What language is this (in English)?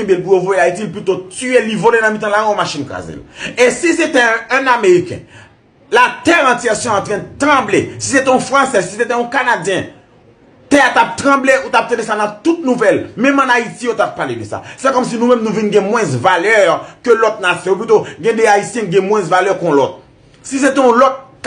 Haitian Creole